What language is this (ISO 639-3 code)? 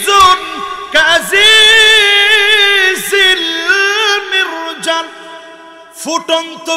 ben